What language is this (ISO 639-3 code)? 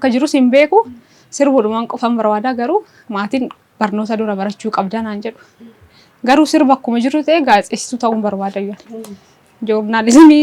orm